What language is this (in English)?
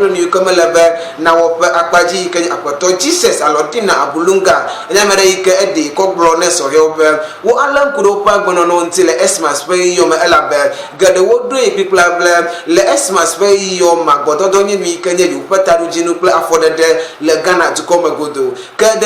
Ewe